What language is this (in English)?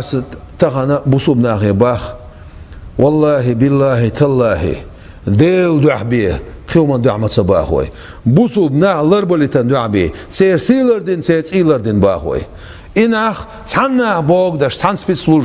Chechen